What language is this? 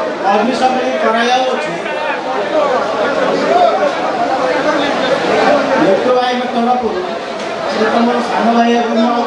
Odia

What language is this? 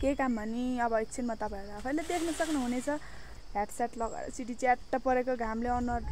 Nepali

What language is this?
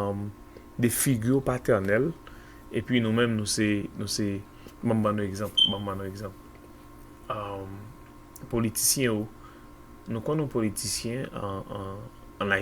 Haitian Creole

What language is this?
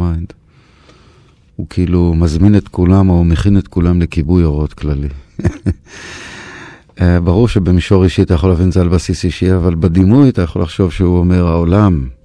Hebrew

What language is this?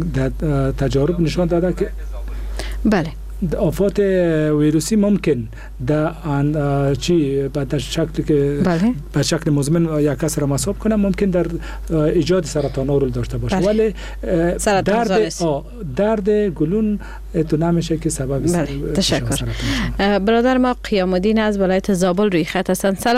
Persian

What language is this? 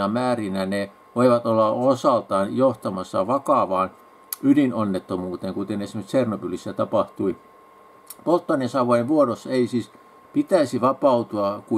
Finnish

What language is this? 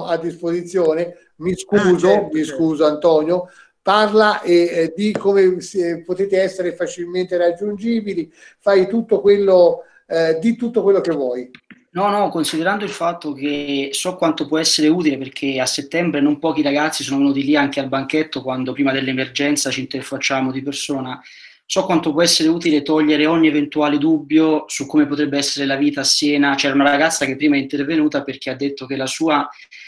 Italian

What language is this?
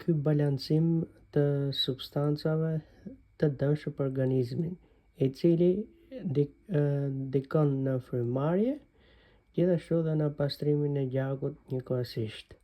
Albanian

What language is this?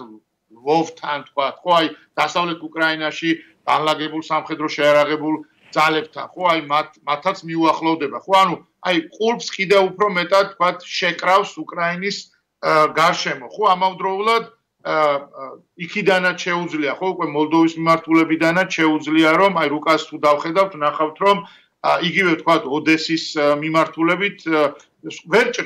Georgian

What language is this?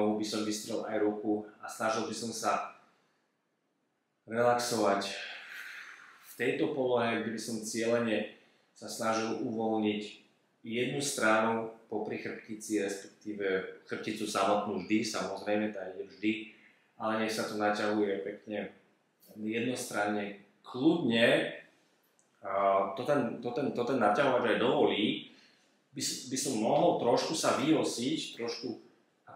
Slovak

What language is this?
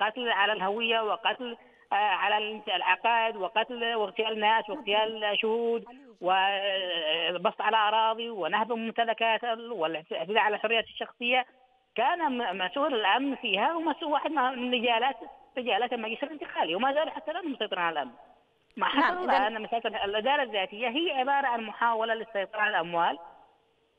Arabic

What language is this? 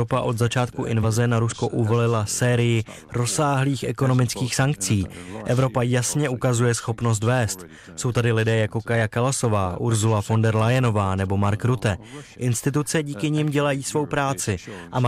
Czech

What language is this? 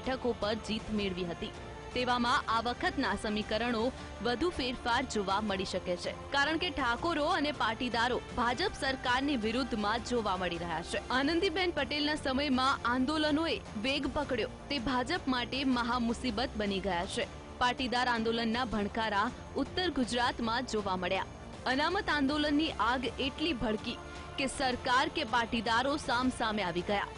Gujarati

